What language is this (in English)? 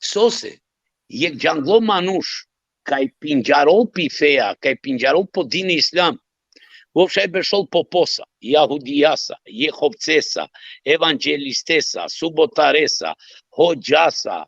Balkan Romani